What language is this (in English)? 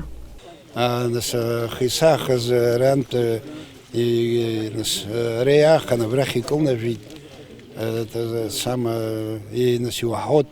Abkhazian